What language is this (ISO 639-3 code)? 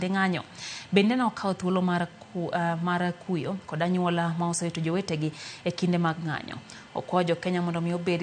luo